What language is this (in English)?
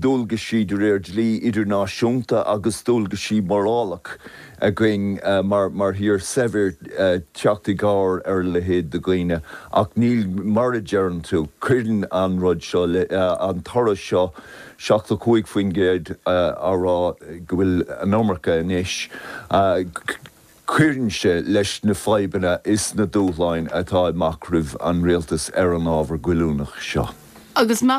Irish